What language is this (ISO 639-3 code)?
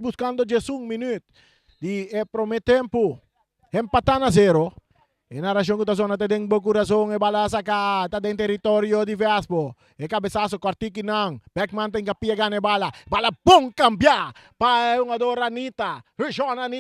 pap